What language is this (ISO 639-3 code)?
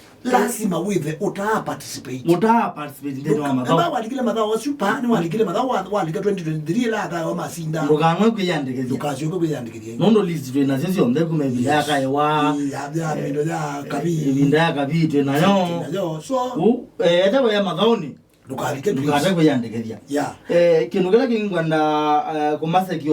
kam